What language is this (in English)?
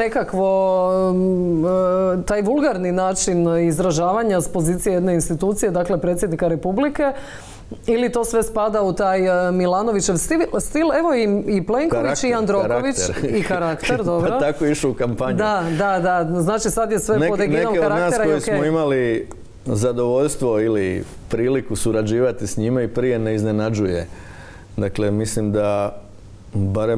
Croatian